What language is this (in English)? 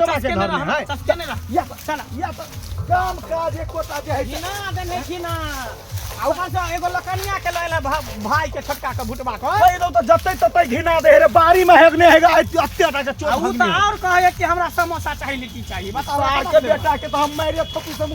Maithili